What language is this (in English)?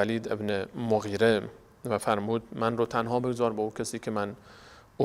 Persian